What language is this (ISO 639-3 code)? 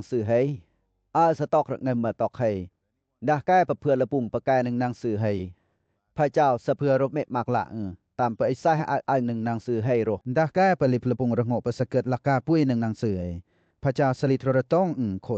lcp